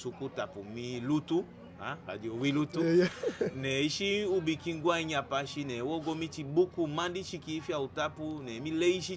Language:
Eastern Maroon Creole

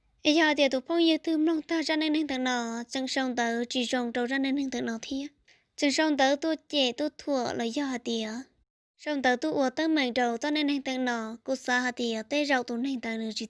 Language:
Hmong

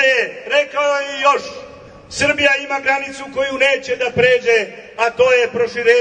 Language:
Serbian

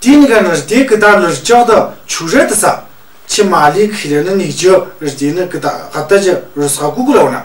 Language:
Tu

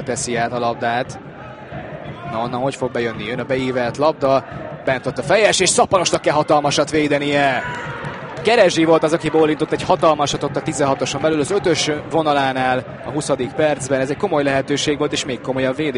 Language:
Hungarian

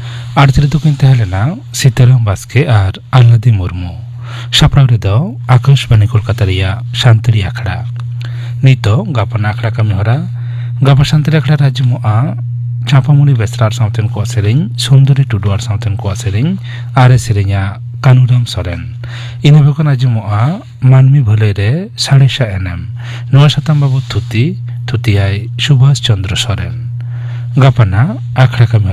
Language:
Santali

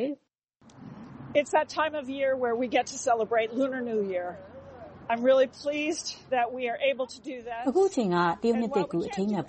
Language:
Burmese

